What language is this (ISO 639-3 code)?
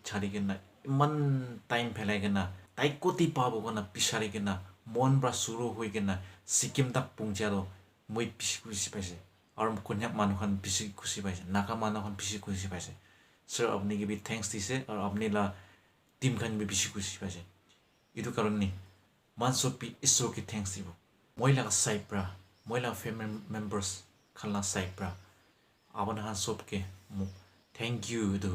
nag